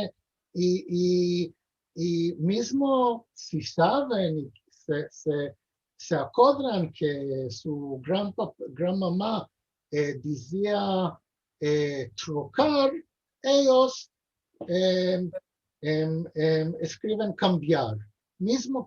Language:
Ladino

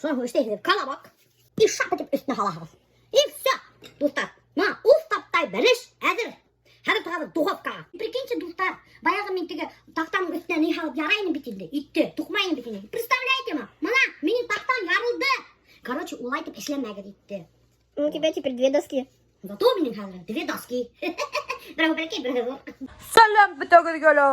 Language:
Bashkir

